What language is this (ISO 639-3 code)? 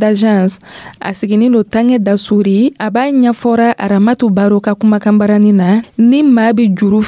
dyu